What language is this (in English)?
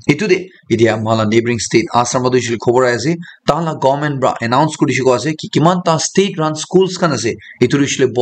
Naga Pidgin